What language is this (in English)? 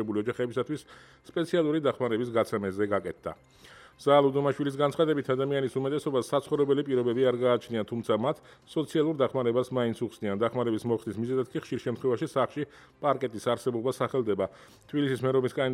Georgian